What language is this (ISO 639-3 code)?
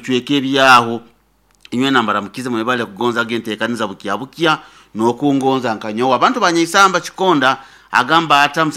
nyo